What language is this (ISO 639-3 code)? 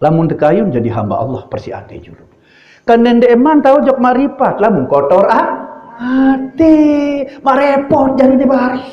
sas